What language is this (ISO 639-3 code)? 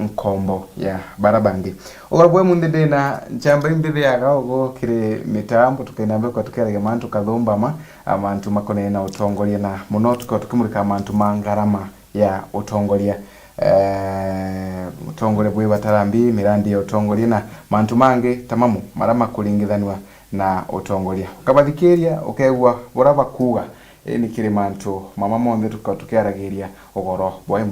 mer